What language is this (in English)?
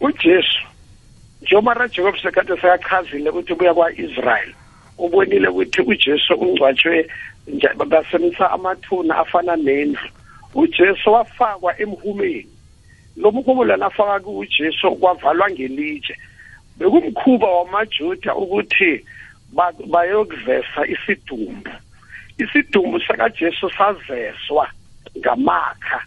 South Ndebele